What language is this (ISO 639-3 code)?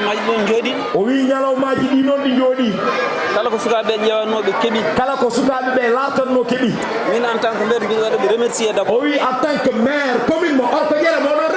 ful